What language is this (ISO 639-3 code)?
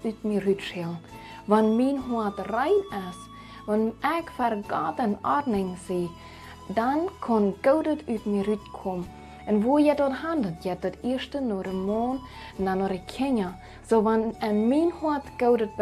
pdt